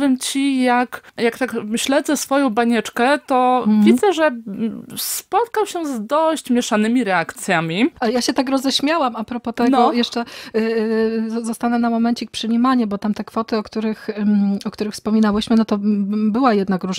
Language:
Polish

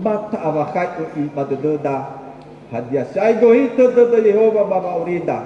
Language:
Nias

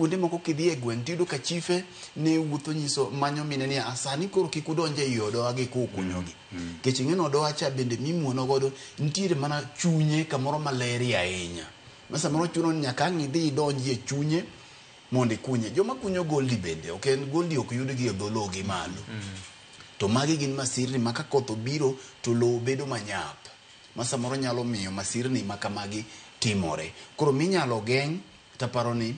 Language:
Luo (Kenya and Tanzania)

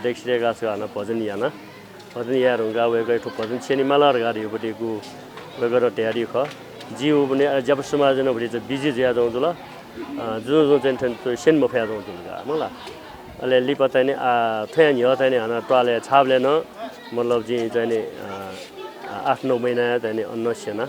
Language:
Newari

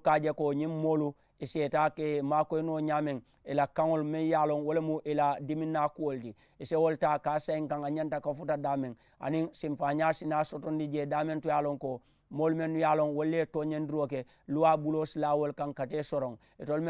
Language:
Mandingo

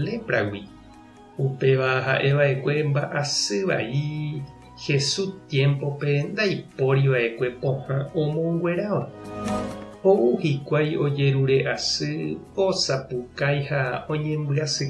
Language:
Guarani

